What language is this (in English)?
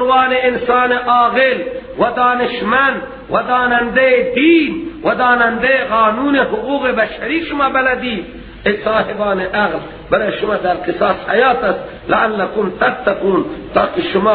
Persian